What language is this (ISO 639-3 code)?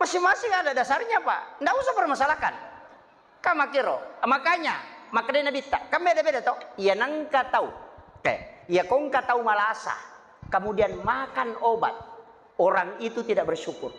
bug